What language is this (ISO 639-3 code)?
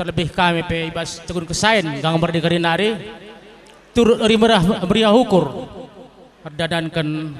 btx